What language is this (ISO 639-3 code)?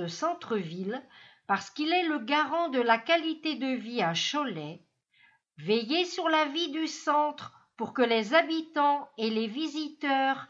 fra